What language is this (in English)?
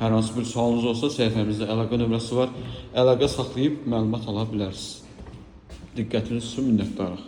Azerbaijani